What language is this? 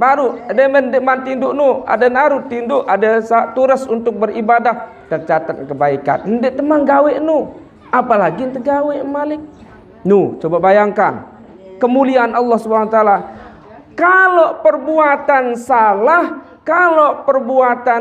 Sasak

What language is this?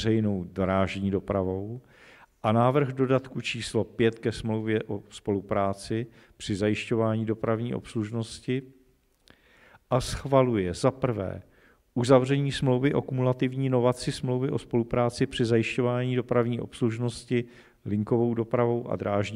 Czech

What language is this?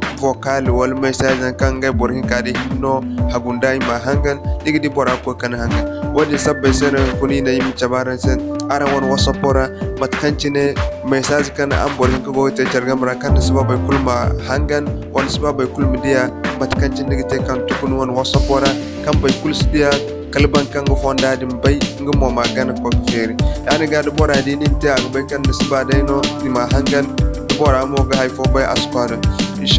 Zarma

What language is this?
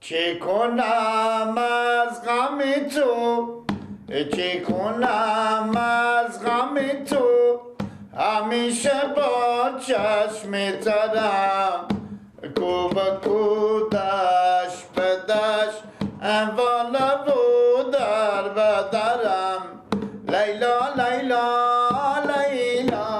Persian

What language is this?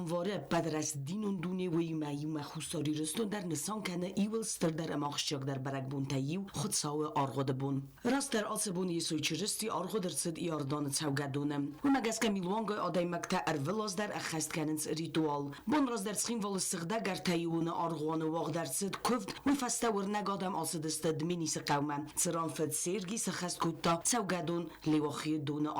Ossetic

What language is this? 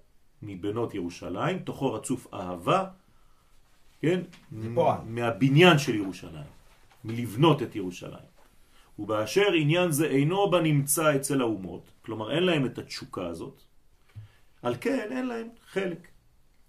Hebrew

